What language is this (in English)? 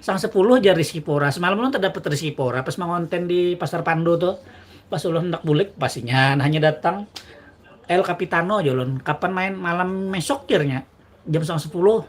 Banjar